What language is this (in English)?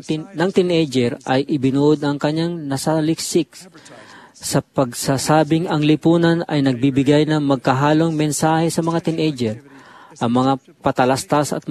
Filipino